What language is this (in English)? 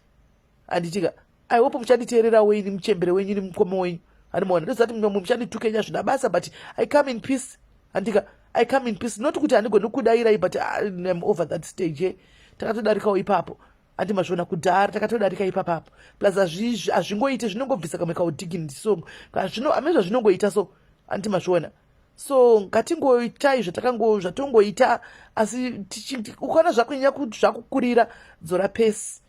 Shona